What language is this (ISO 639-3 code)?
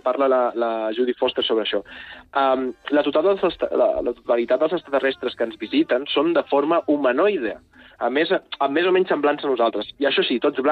cat